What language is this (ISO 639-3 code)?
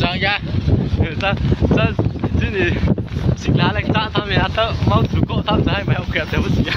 ria